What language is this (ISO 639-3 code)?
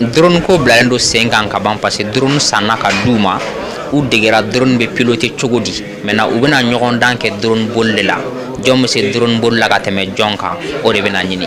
bam